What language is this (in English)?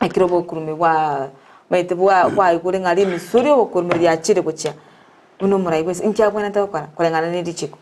Gusii